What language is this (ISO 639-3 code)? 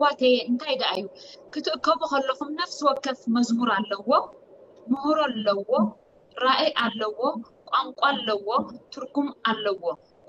tir